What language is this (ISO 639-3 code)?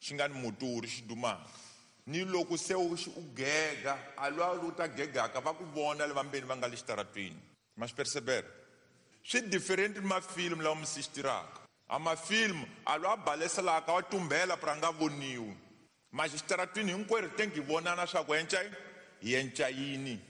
tso